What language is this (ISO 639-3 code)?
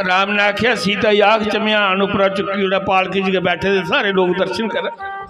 doi